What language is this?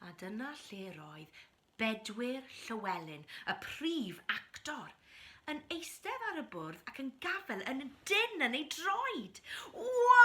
Welsh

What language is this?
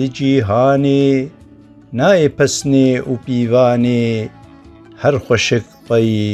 Kurdish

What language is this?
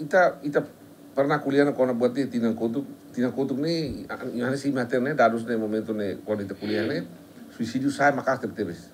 Tetum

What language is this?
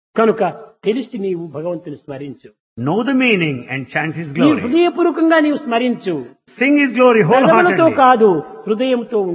Telugu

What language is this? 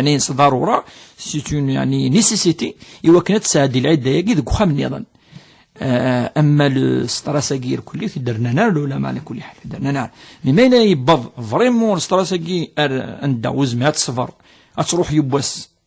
Kabyle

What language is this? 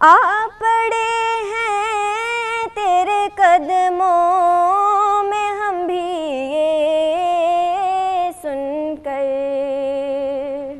Eastern Balochi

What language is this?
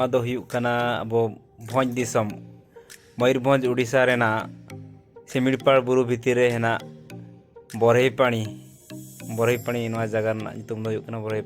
Santali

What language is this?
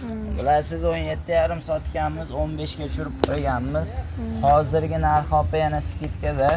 Uzbek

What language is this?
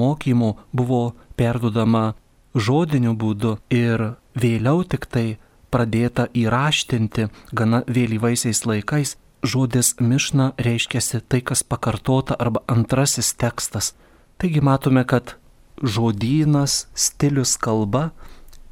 Lithuanian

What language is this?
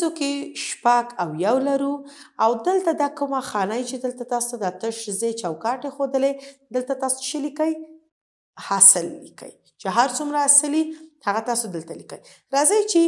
Pashto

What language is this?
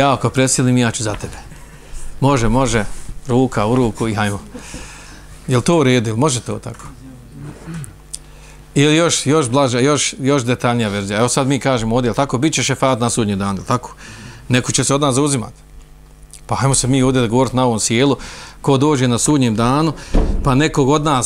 Bosnian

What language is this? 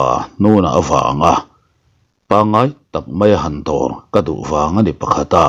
Mizo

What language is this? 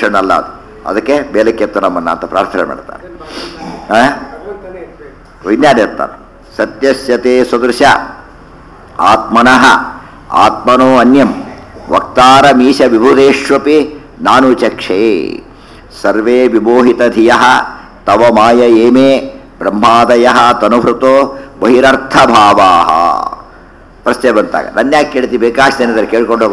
Kannada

